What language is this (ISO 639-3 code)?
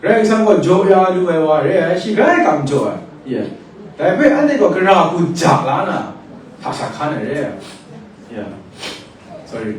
kac